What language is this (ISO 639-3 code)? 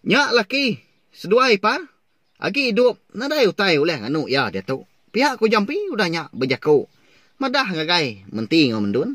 iba